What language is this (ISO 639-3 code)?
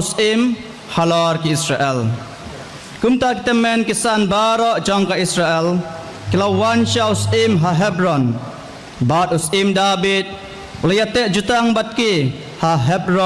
kha